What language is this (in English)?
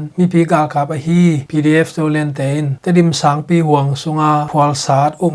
Tedim Chin